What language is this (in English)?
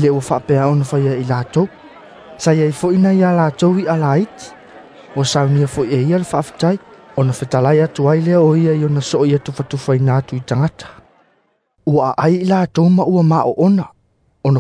Samoan